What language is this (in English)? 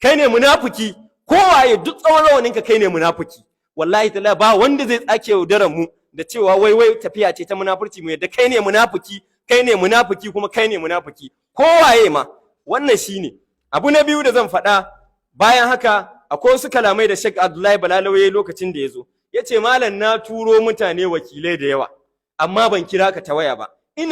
Hausa